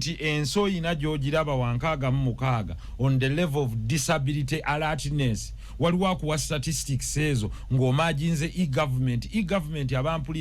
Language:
Ganda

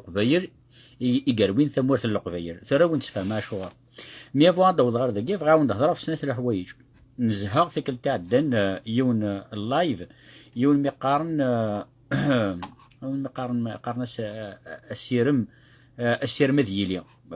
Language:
Kabyle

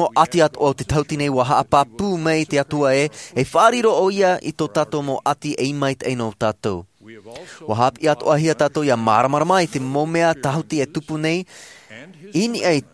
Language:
Tahitian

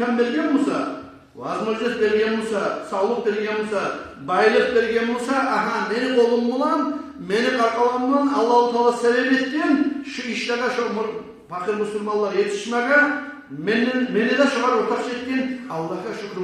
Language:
Kumyk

